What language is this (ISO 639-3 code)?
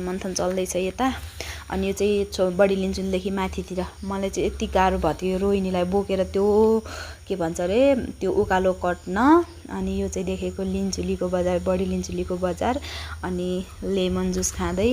nep